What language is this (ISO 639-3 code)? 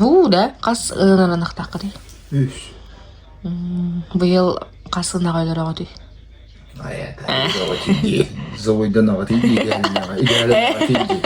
sah